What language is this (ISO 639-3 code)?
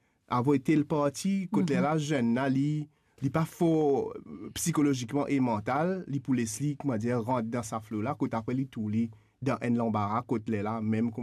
mfe